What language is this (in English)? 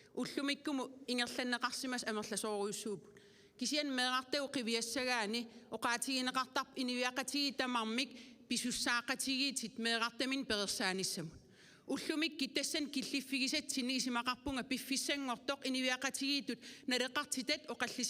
Kalaallisut